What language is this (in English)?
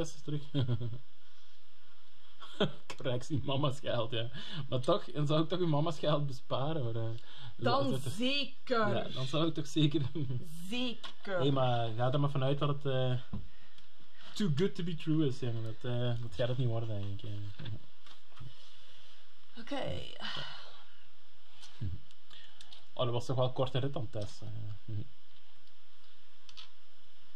Dutch